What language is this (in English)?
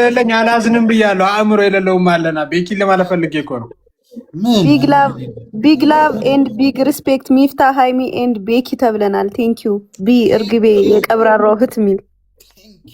Amharic